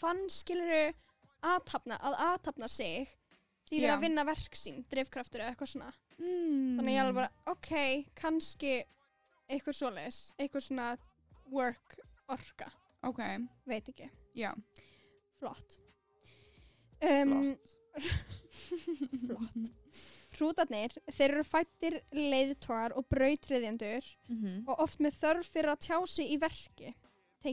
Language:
Icelandic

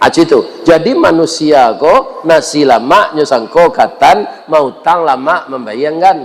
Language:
Minangkabau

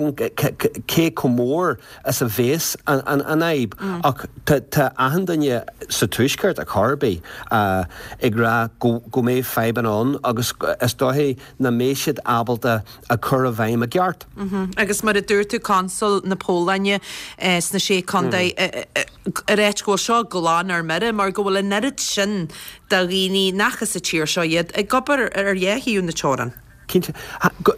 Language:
Irish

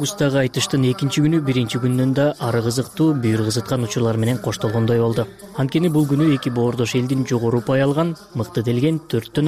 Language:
Kyrgyz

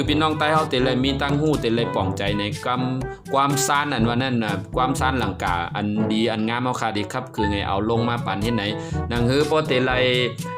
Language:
Shan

